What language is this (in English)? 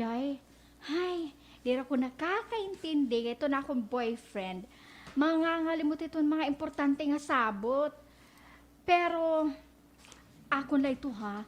Waray